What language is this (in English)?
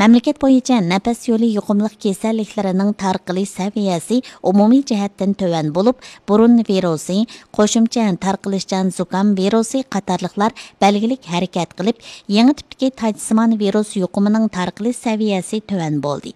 Uyghur